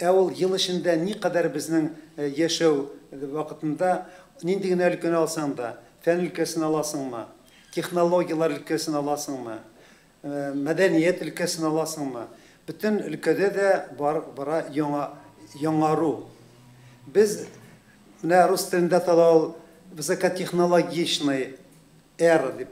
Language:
Tatar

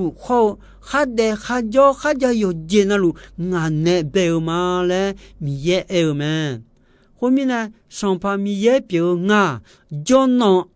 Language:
Akha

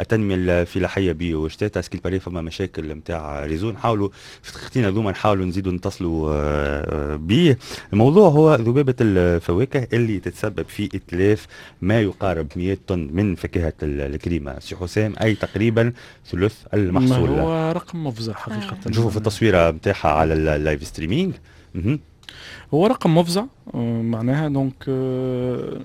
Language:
Tunisian Arabic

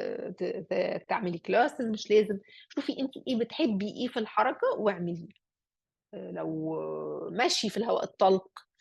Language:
Egyptian Arabic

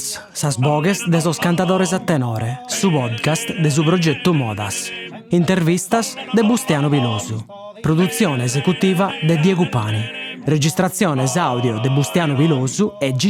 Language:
Sardinian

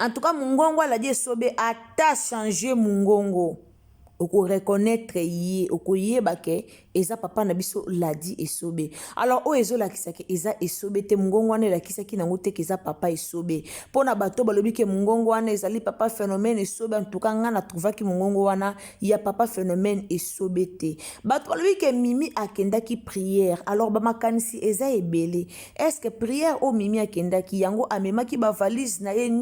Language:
Lingala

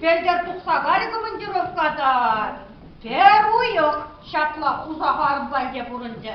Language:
Chuvash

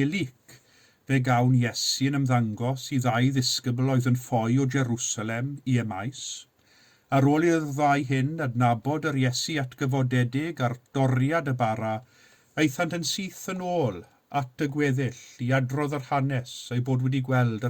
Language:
Welsh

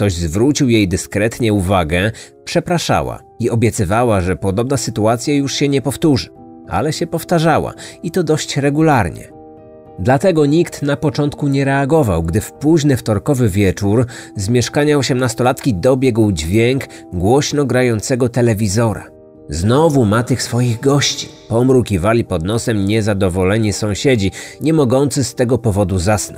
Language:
Polish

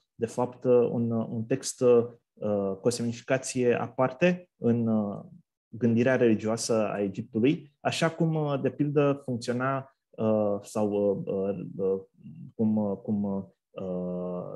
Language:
Romanian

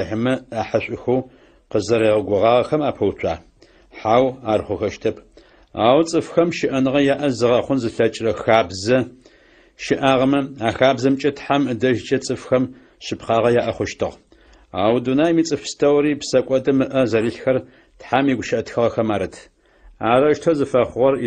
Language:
Adyghe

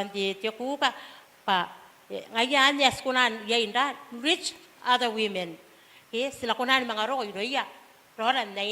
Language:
Gilbertese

